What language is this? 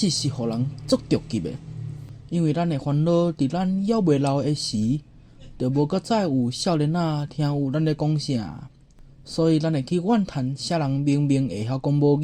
Min Nan Chinese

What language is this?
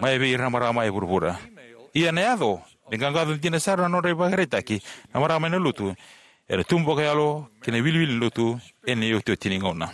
Fijian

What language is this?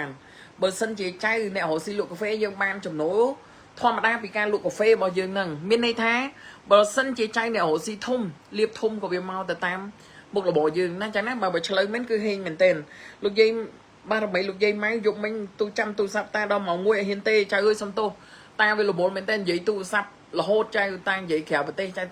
Khmer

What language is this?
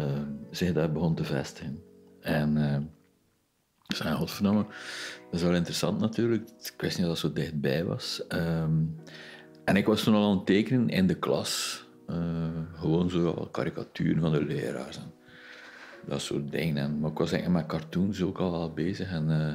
Dutch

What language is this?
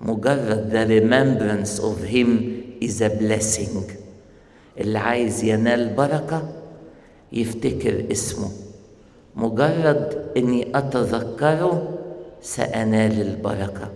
Egyptian Arabic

